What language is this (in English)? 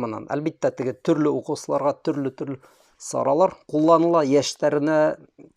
Bashkir